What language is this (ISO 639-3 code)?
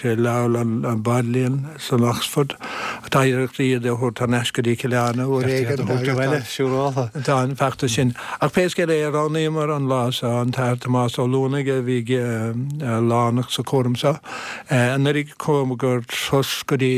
gle